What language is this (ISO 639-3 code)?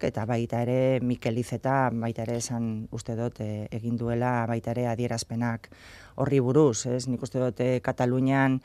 eus